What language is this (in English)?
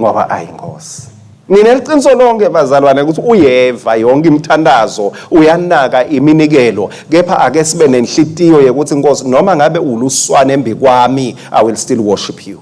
Swati